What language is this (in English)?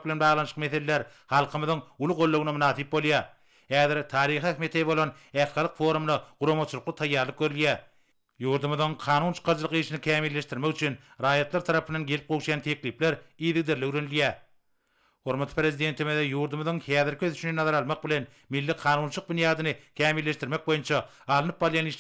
Turkmen